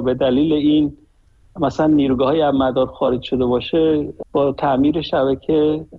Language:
Persian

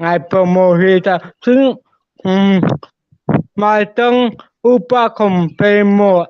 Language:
Hmar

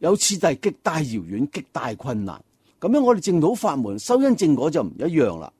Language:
Cantonese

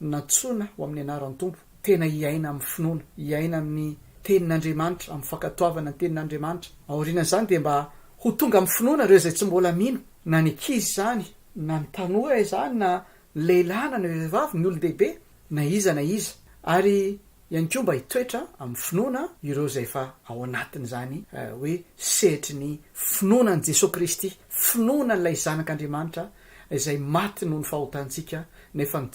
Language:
Malagasy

